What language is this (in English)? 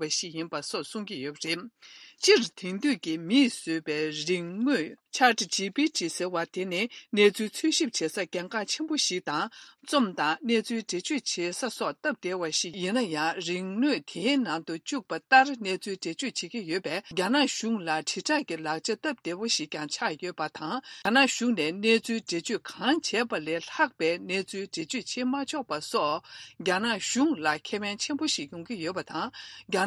Tibetan